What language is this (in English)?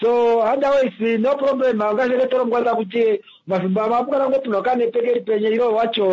Kuanyama